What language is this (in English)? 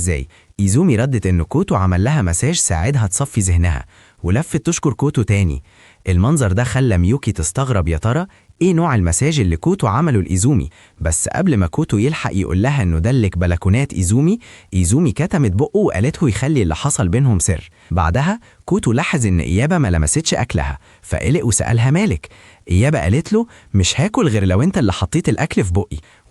Egyptian Arabic